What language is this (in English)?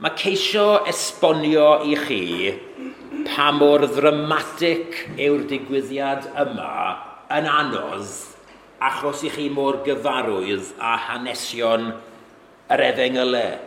Welsh